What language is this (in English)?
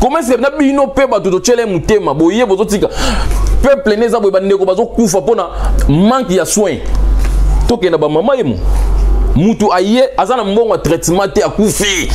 Lingala